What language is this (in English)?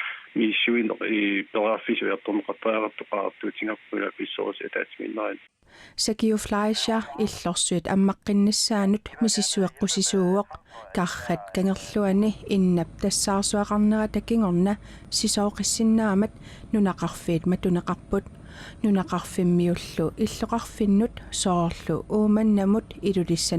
Kalaallisut